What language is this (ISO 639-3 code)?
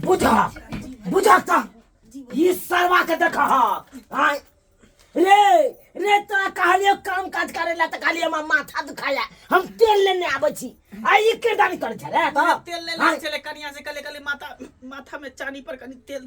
mai